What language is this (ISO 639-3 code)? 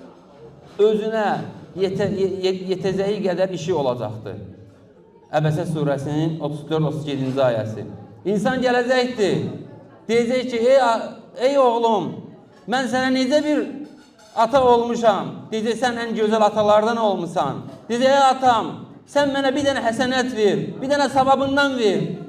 aze